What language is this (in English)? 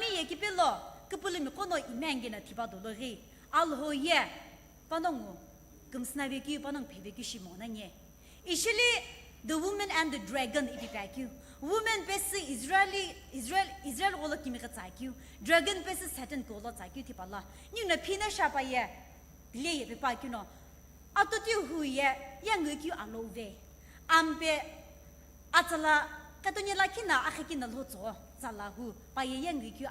Sumi Naga